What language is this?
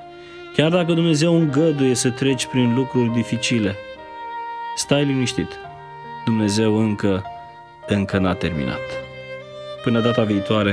Romanian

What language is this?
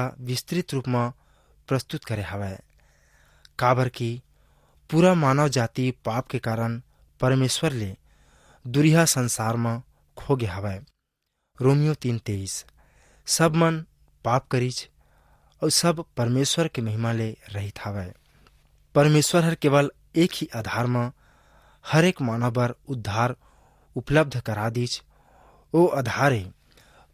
Chhattisgarhi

